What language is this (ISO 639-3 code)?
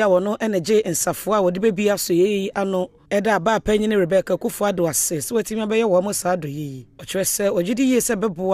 aka